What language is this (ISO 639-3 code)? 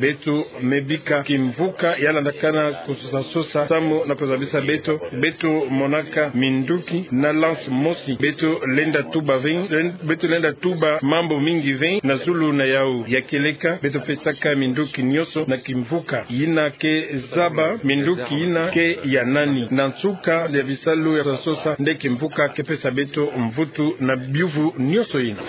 ktu